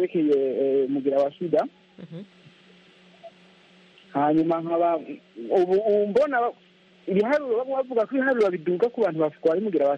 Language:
Kinyarwanda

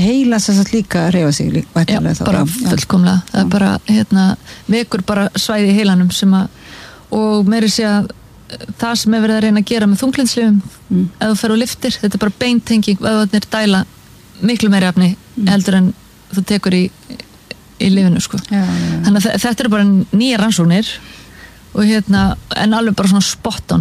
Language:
Icelandic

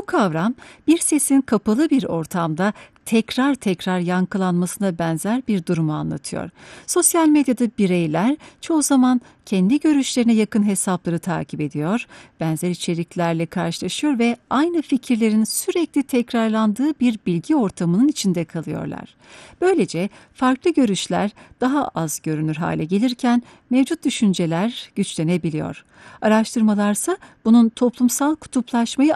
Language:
Turkish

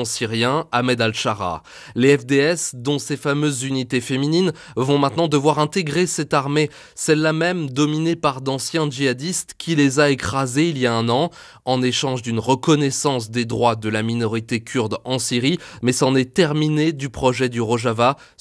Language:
French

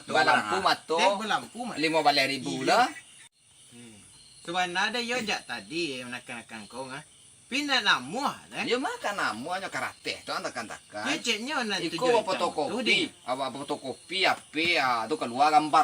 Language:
Minangkabau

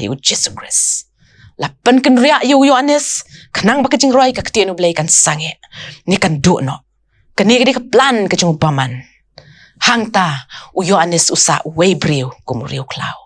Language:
Khasi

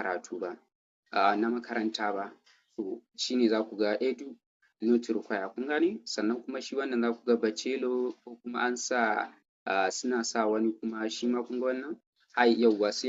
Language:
Hausa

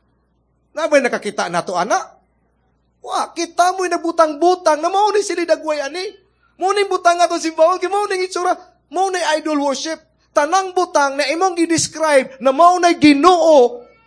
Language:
Cebuano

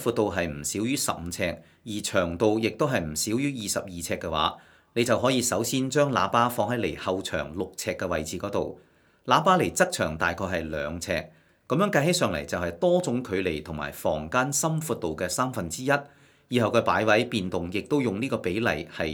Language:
Cantonese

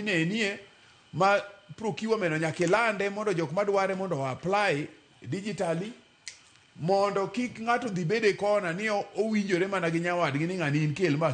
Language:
Luo (Kenya and Tanzania)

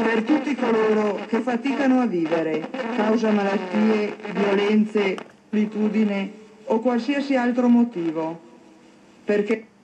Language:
Italian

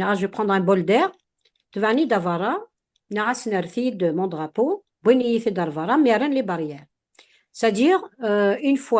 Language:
Kabyle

